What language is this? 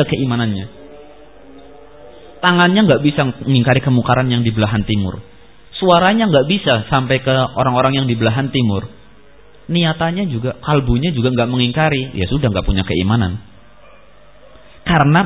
Indonesian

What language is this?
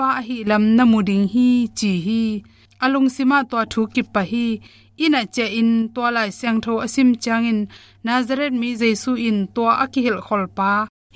Tedim Chin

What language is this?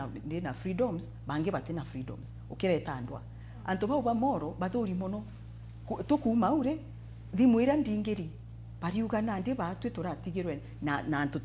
Meru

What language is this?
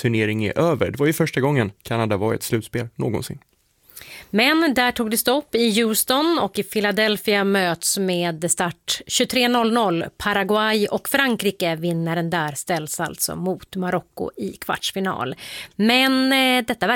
Swedish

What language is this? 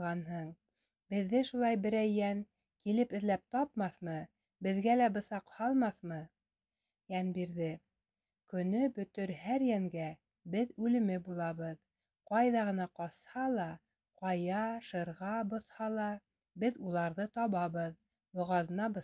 Bashkir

